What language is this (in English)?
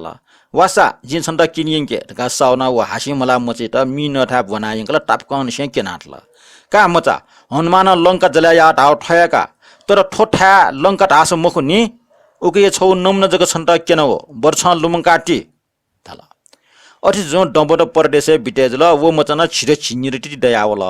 Newari